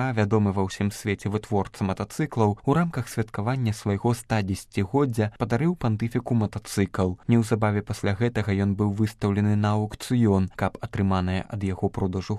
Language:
Belarusian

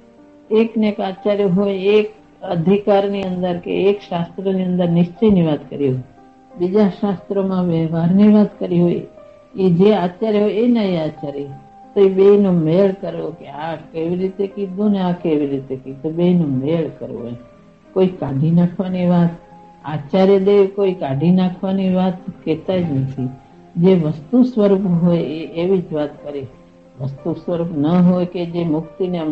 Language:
Gujarati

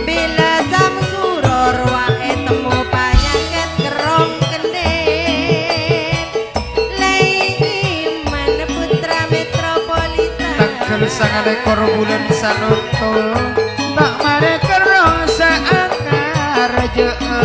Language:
Madurese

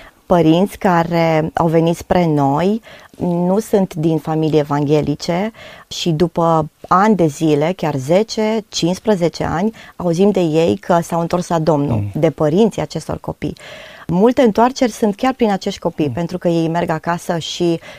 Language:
Romanian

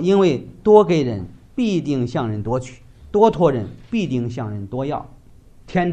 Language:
Chinese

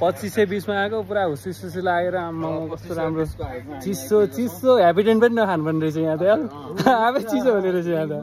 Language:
Nepali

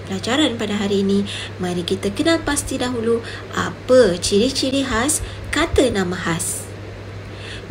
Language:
Malay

